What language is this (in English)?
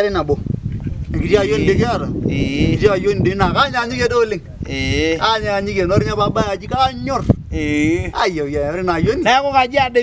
Masai